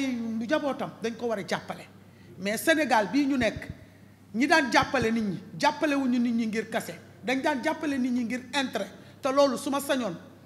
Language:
Wolof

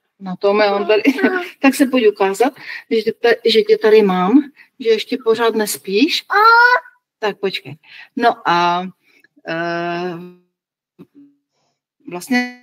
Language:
Czech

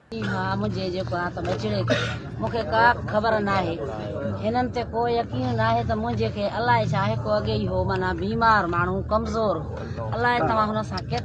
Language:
Sindhi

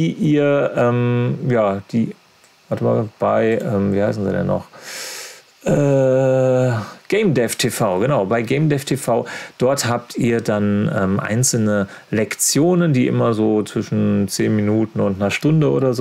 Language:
German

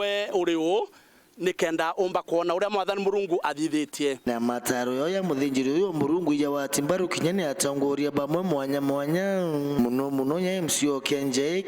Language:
Meru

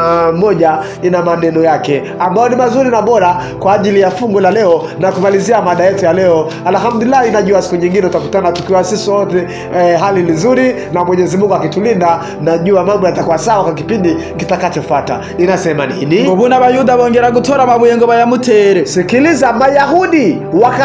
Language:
Rundi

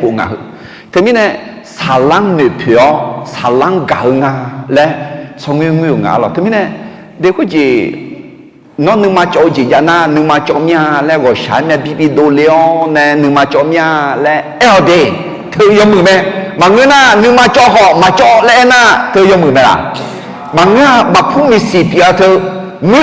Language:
Akha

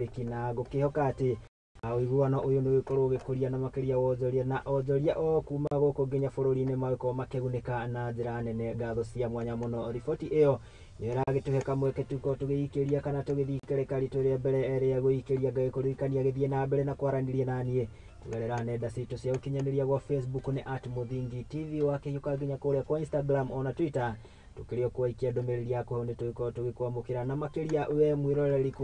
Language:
Kikuyu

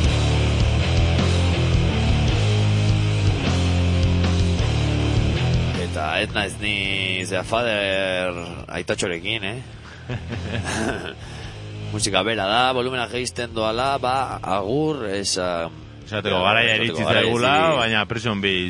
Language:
Basque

